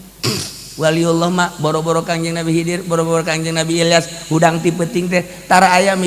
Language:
Sundanese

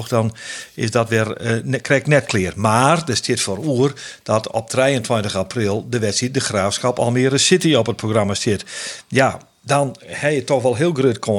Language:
Western Frisian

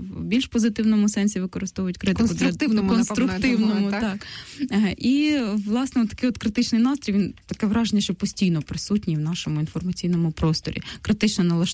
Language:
Ukrainian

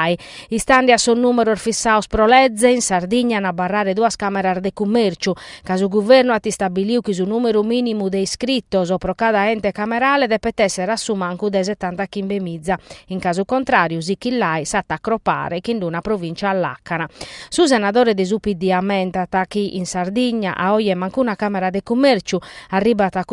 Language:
Sardinian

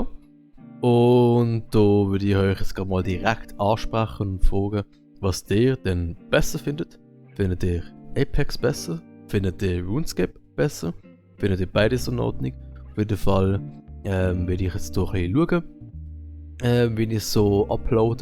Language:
Swiss German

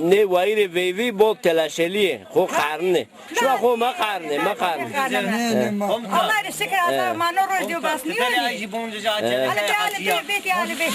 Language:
Zaza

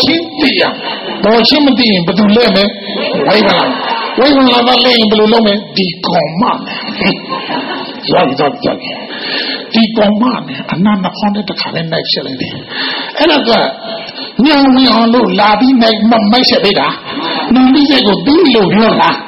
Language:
Burmese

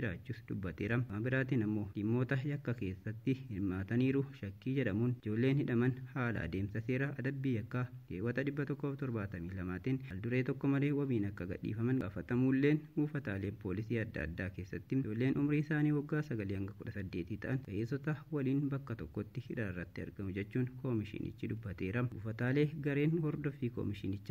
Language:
Oromo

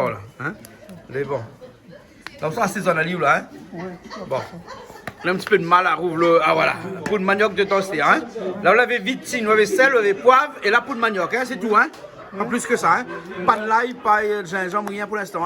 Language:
Réunion Creole French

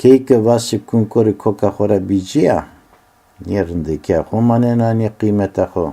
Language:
Zaza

